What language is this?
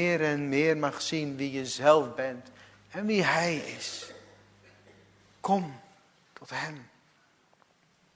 Dutch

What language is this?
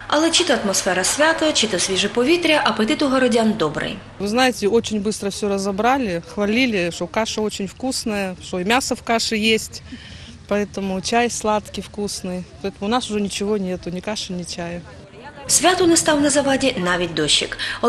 Ukrainian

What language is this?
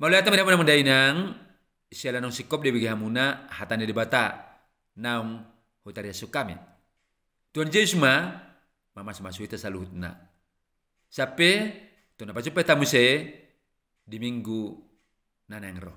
Batak Toba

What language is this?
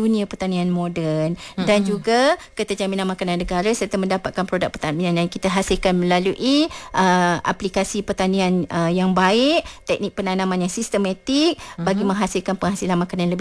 Malay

